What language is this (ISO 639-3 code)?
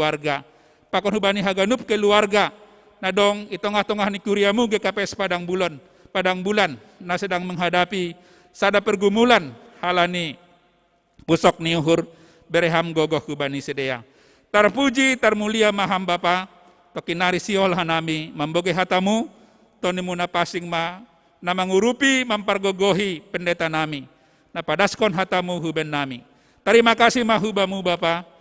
bts